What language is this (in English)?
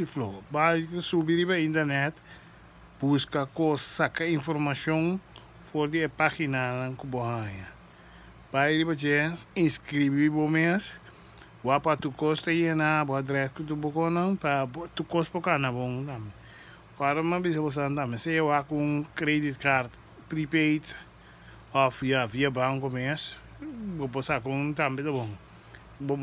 Papiamento